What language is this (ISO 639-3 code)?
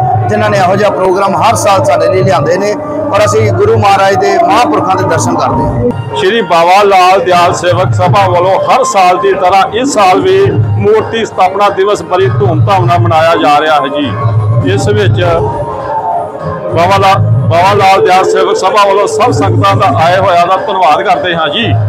pan